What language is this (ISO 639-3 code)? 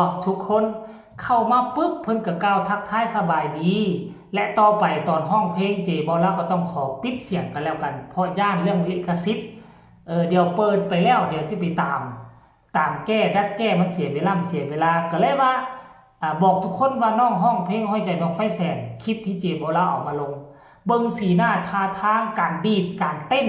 lao